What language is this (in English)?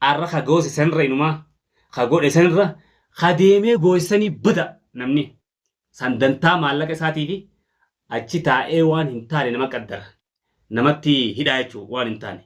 Oromo